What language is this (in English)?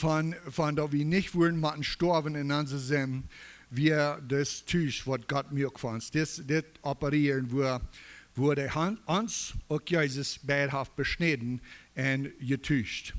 Plautdietsch